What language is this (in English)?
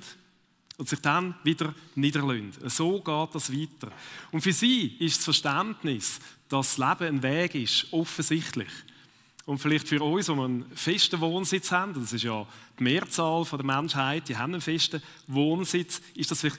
Swiss German